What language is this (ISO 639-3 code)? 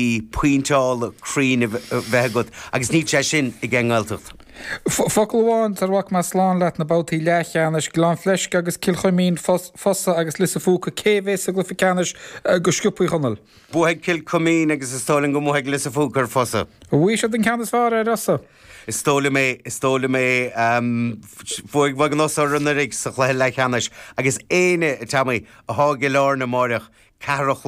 gle